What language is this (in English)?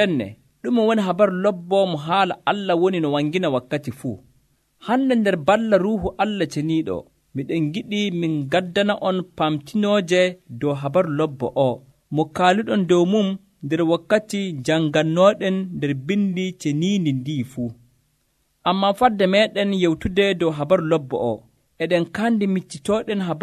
Nigerian Fulfulde